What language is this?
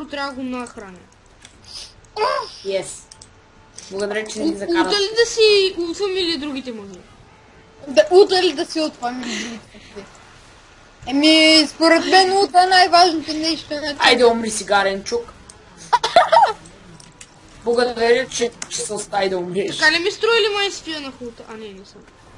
Bulgarian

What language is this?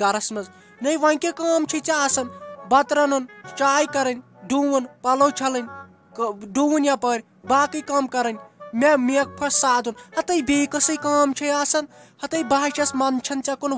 Kashmiri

